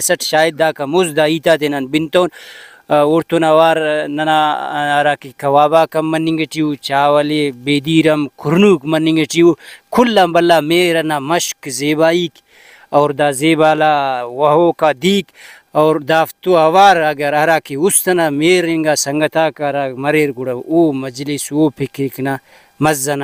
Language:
Brahui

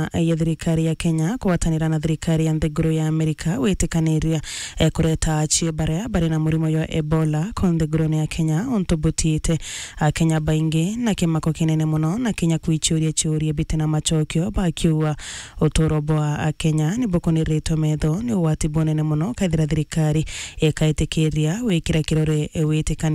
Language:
Meru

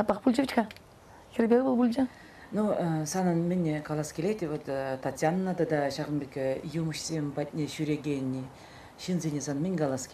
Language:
Chuvash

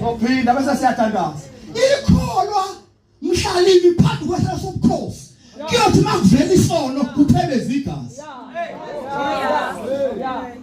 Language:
Zulu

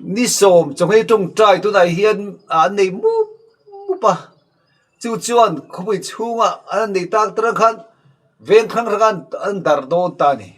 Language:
Mizo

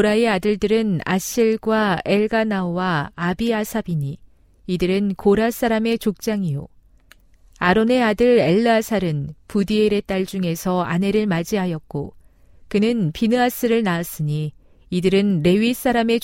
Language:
Korean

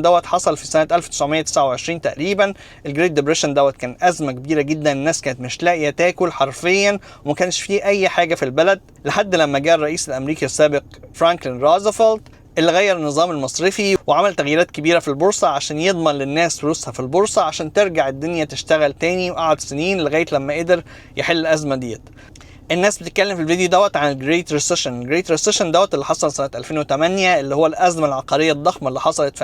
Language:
Egyptian Arabic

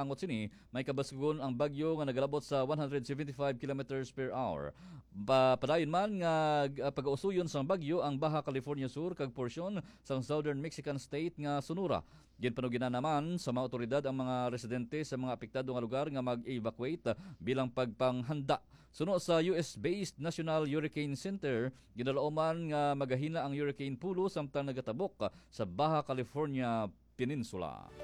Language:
Hiligaynon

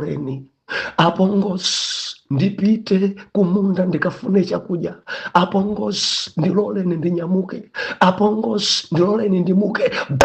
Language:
Nyanja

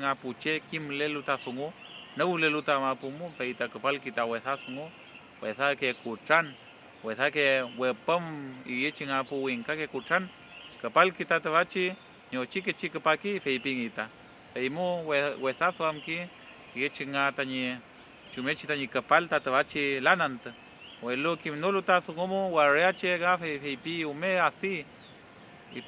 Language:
Mapuche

